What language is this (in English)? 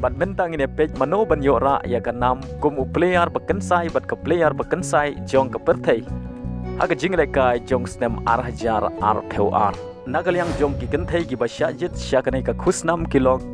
Khasi